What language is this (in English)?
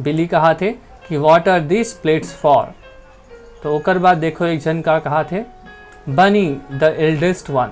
Chhattisgarhi